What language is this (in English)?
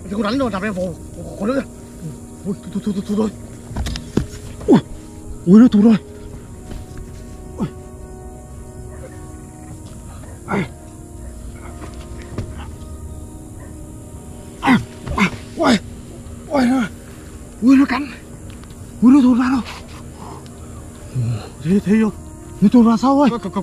Vietnamese